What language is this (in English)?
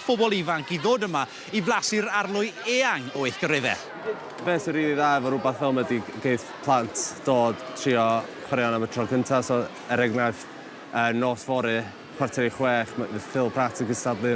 Welsh